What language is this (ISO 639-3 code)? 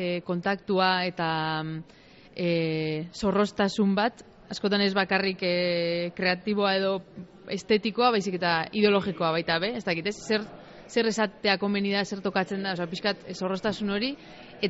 eus